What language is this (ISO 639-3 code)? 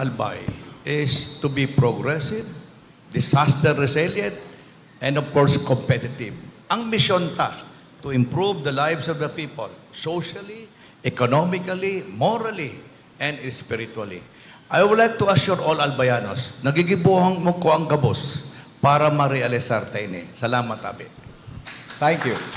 bik